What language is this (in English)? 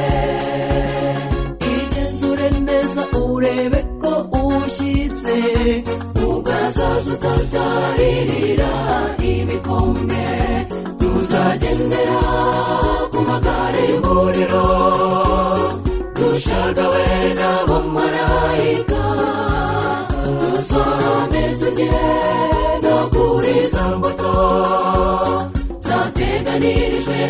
Kinyarwanda